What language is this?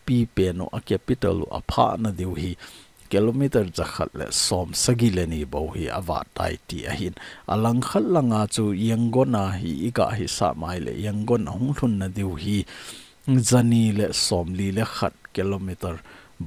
Thado Chin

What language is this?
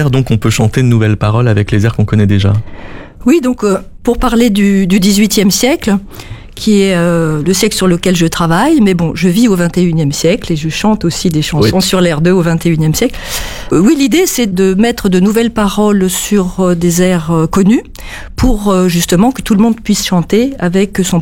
French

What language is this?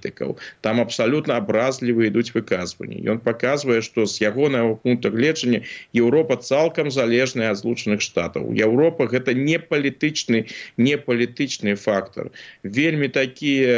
Belarusian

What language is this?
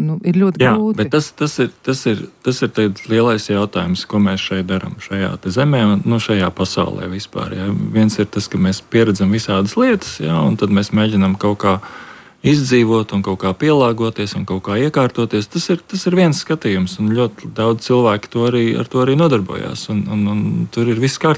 Latvian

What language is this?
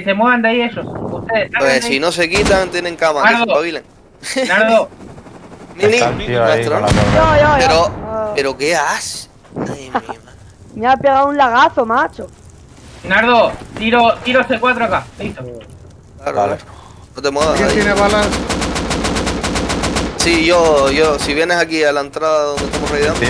Spanish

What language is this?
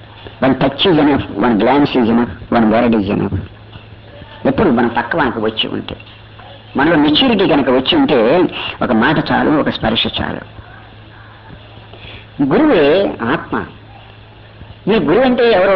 Telugu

